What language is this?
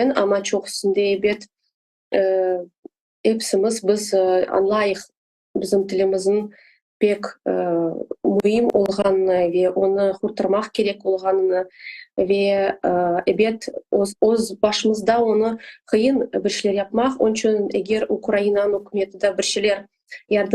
Crimean Tatar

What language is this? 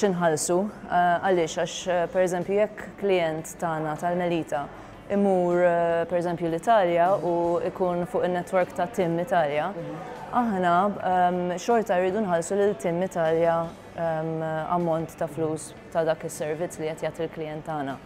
Maltese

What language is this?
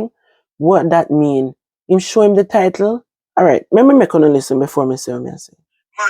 Jamaican Creole English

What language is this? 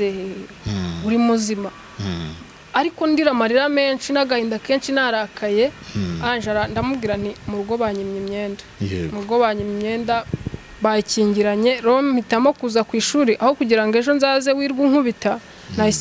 Kinyarwanda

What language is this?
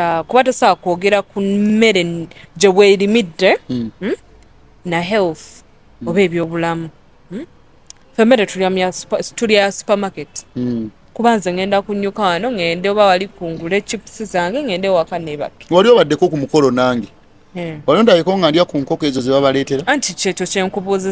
Ganda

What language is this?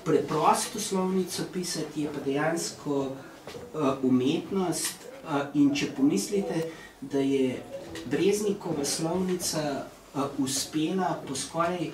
Slovenian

